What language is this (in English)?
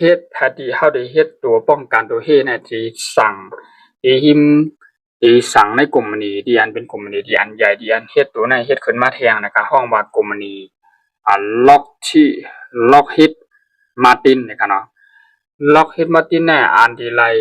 Shan